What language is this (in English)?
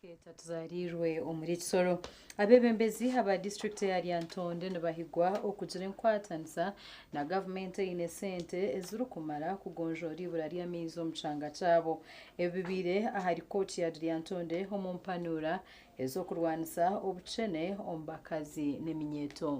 Nyankole